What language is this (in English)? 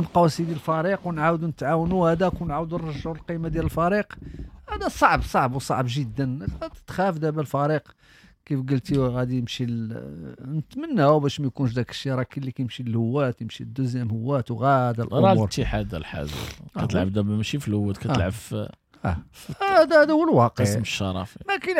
Moroccan Arabic